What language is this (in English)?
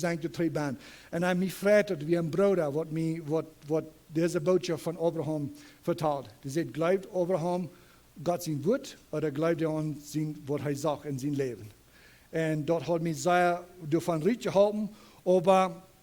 Plautdietsch